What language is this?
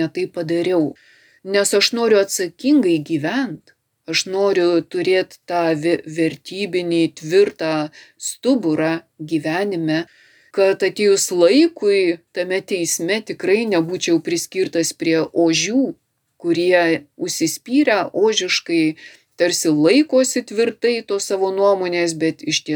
Lithuanian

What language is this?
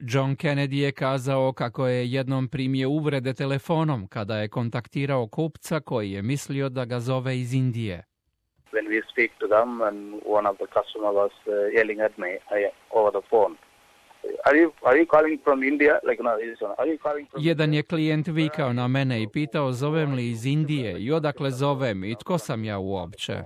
Croatian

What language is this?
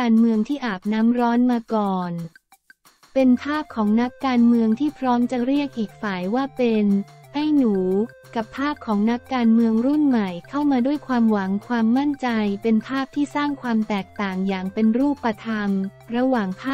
Thai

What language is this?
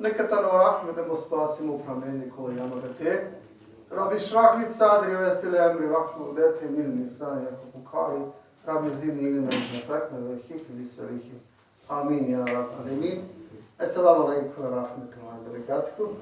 Balkan Romani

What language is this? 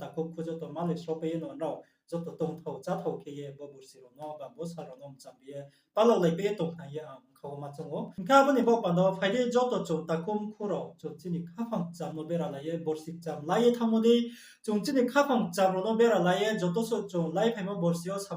Riang (India)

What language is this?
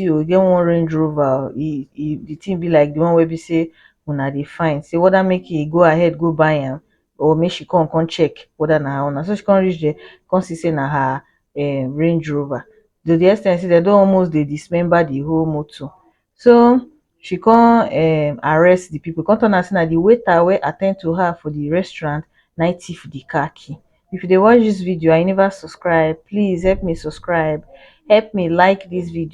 Nigerian Pidgin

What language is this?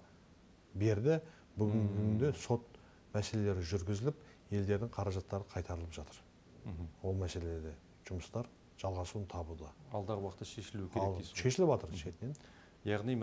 Kazakh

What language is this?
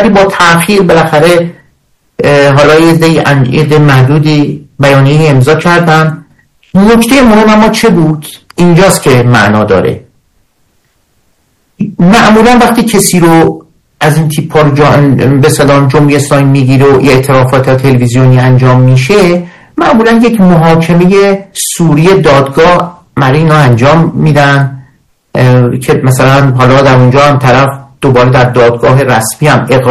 Persian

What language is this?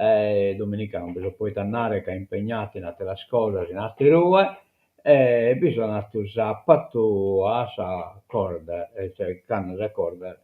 Sardinian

